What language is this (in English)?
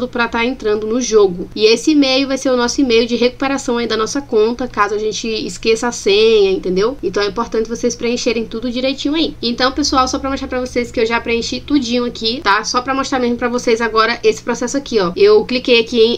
Portuguese